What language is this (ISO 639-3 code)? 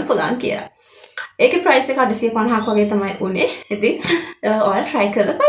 sin